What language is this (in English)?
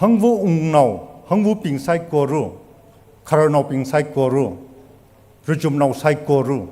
Tangkhul Naga (India)